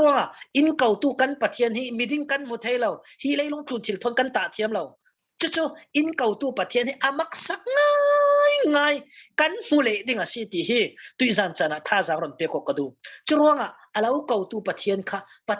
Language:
Falam Chin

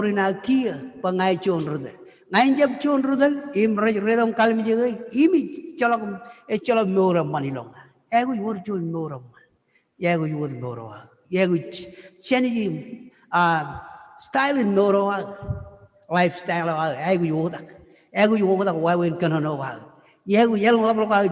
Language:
Marshallese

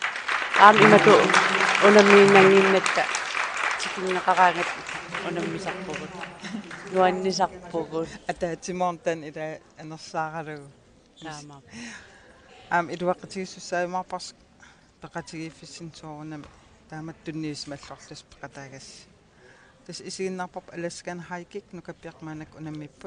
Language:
Kalaallisut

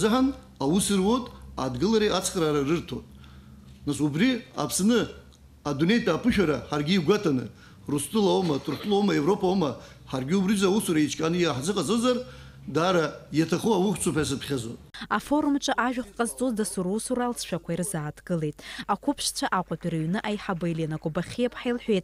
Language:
Abkhazian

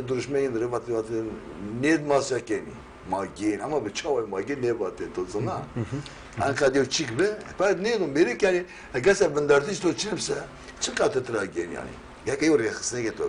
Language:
Zaza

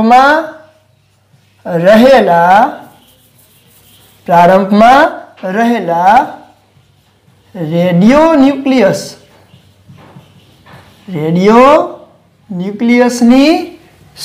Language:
Gujarati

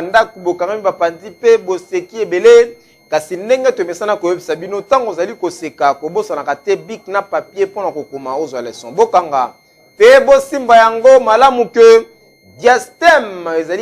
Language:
Lingala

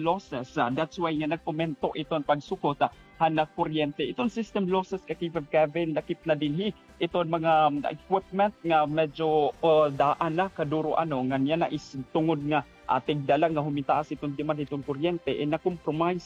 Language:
Waray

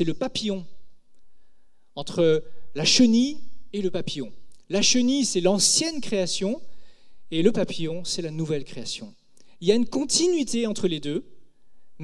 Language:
French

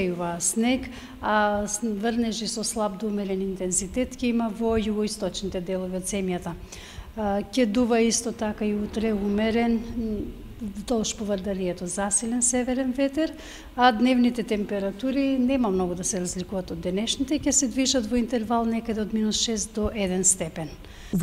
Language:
Macedonian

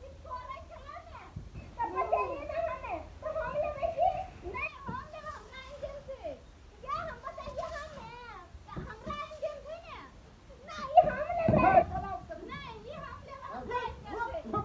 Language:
Maithili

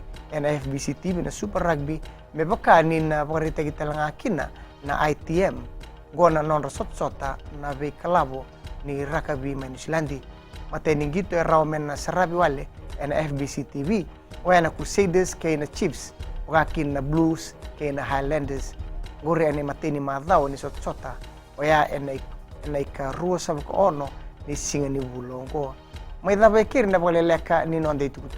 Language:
Fijian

